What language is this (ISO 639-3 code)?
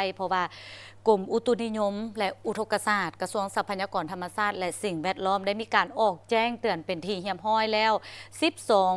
lao